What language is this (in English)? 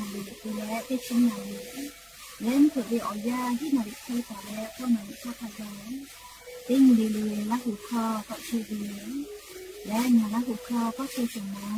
Lahu